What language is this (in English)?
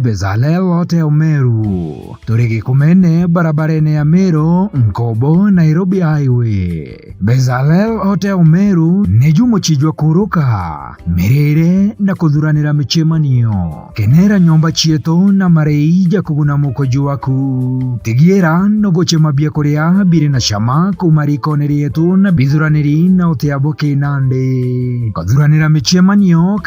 Meru